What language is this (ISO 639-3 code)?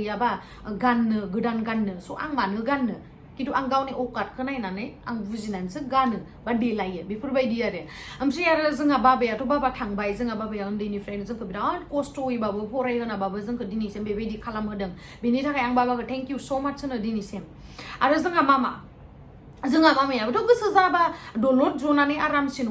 brx